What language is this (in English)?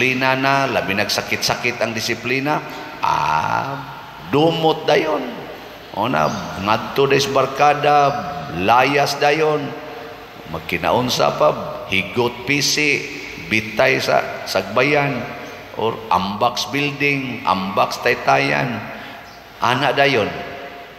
Cebuano